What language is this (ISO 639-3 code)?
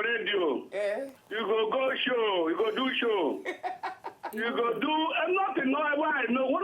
pcm